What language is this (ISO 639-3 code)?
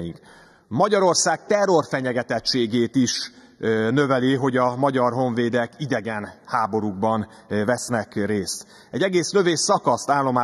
hun